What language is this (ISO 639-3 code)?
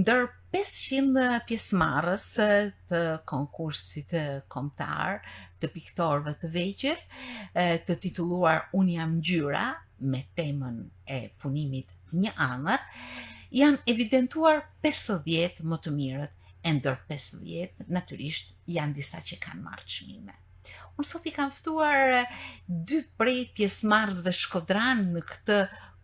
sqi